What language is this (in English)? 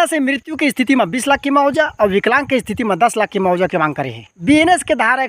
Chhattisgarhi